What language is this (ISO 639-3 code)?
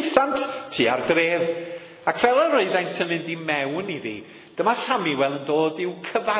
cym